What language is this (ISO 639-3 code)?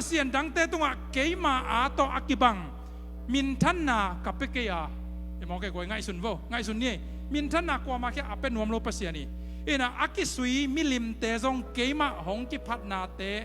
ctd